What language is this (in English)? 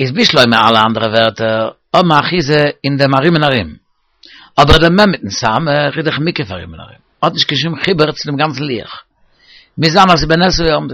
Yiddish